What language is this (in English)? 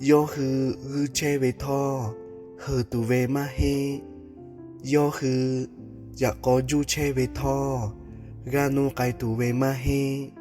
Lahu